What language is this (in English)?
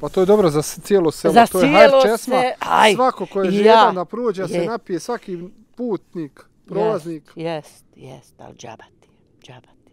Bosnian